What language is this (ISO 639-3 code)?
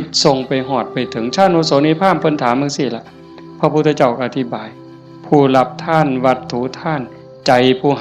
tts